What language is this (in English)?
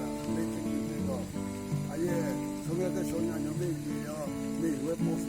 Southern Rengma Naga